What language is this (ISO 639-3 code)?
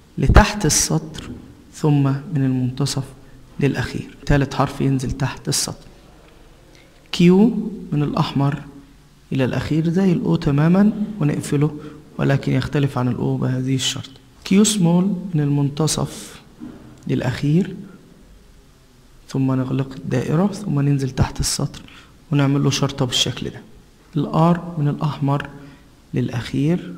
arz